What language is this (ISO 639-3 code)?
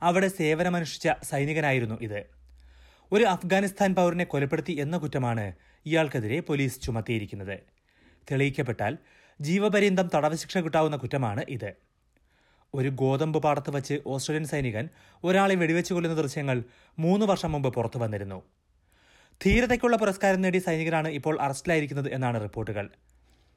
mal